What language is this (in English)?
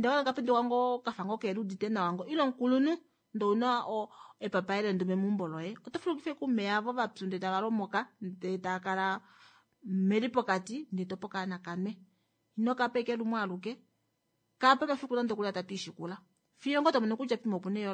Kuanyama